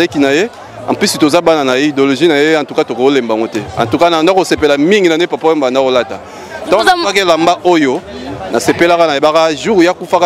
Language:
Lingala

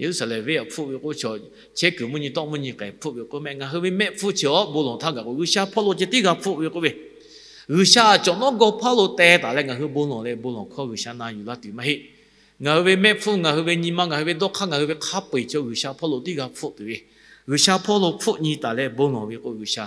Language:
Lahu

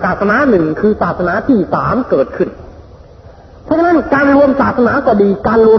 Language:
Thai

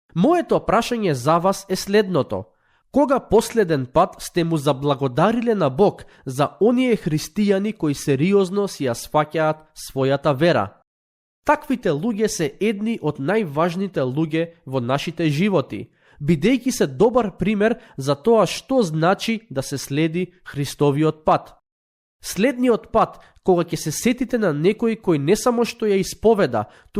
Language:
Macedonian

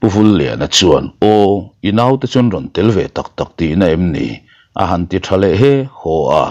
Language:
Mizo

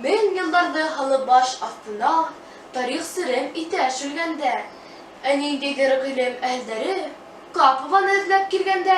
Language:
Bashkir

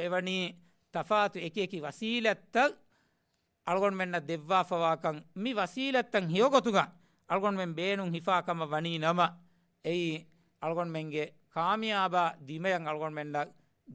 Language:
Divehi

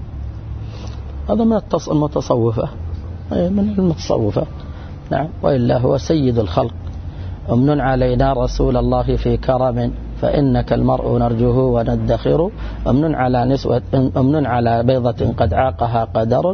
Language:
Arabic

